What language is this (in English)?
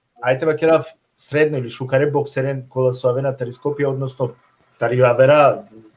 Balkan Romani